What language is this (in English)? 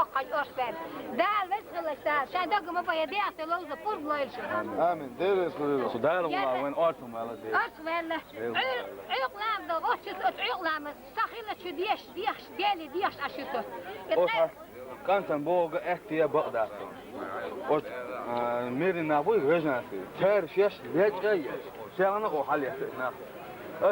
Chechen